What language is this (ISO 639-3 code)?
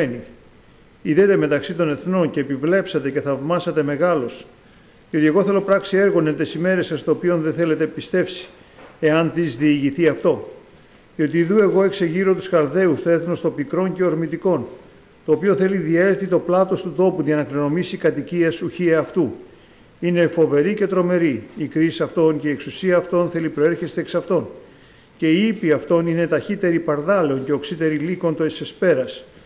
ell